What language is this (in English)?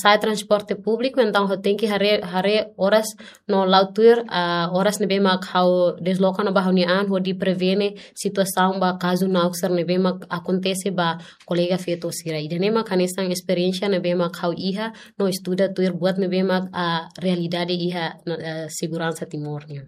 Tetum